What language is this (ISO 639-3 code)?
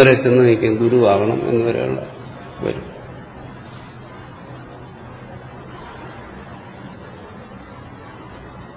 mal